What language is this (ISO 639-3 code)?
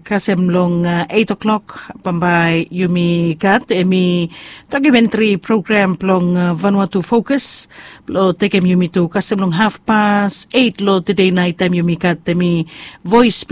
bis